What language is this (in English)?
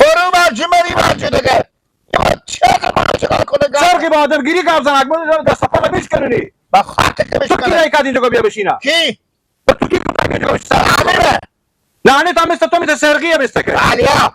Persian